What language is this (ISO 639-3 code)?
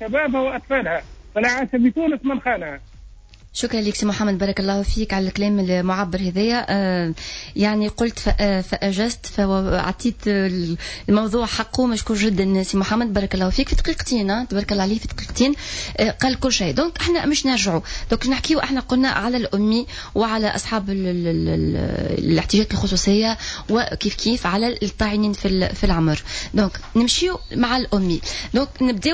aeb